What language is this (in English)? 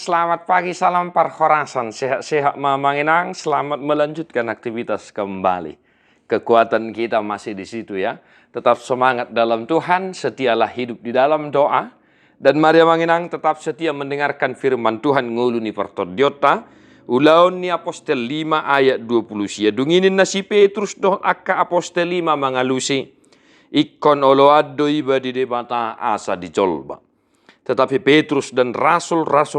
Batak Toba